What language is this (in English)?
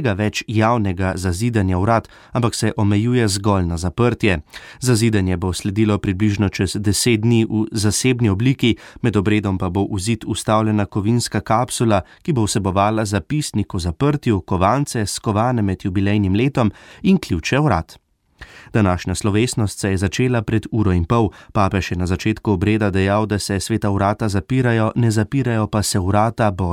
Slovenian